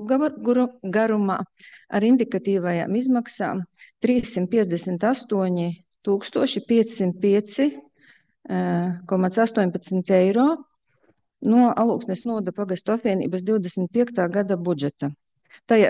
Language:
Latvian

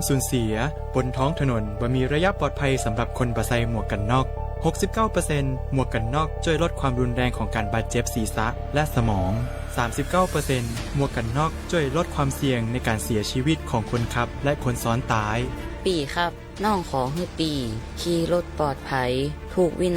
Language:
Lahu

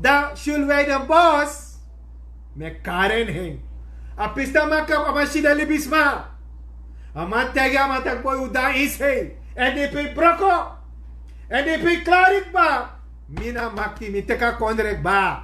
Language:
Sranan Tongo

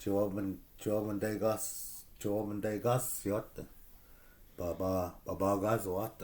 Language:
Chippewa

